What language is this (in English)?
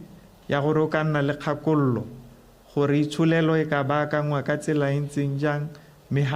Tswana